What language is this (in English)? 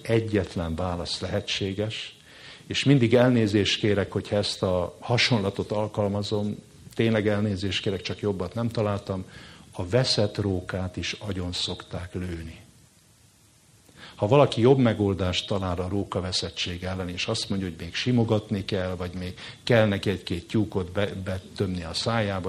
Hungarian